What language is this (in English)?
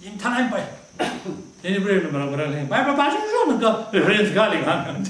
Tangkhul Naga (India)